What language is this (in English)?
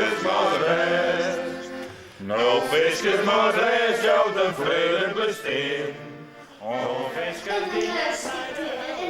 Western Frisian